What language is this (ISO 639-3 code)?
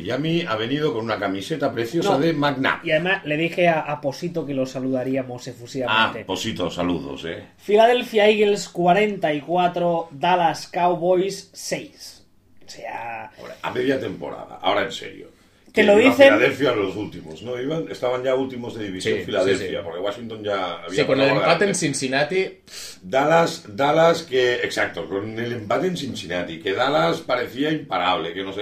spa